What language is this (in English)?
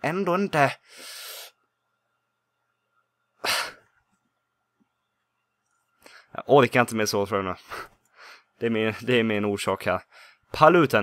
Swedish